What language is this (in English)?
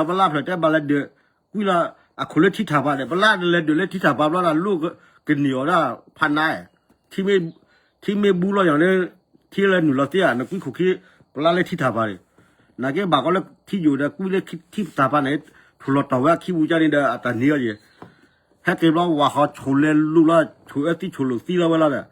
S'gaw Karen